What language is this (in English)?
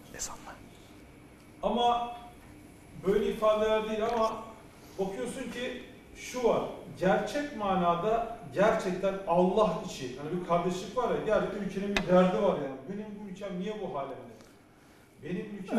Turkish